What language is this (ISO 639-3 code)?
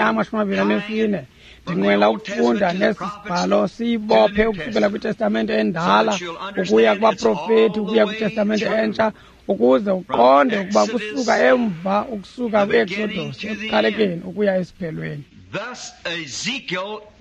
xho